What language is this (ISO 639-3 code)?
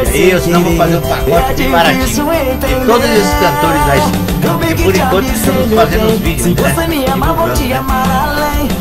por